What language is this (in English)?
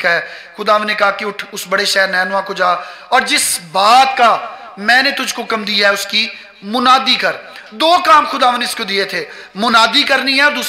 Urdu